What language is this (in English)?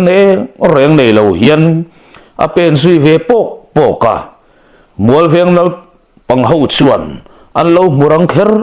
Mizo